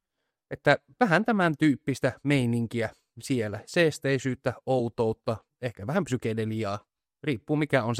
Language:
Finnish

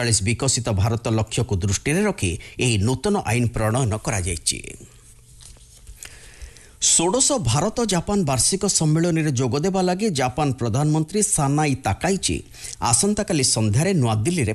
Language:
Odia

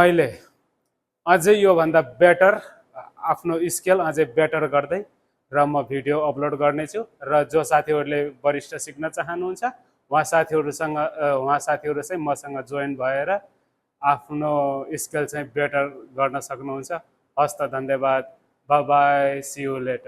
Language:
Nepali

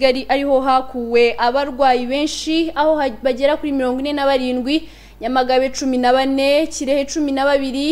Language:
Kinyarwanda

